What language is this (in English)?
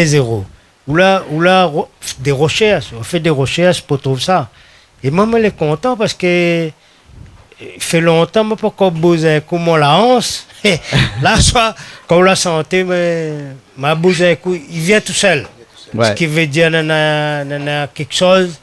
Réunion Creole French